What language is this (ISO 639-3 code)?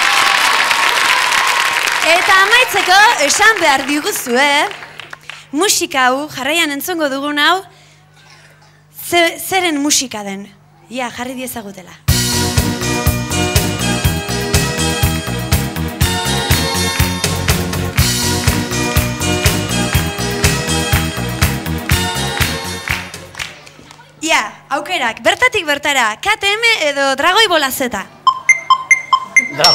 eus